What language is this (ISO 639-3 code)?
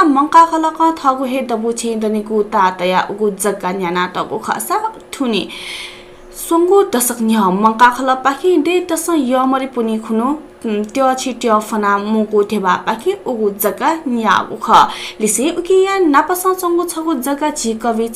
new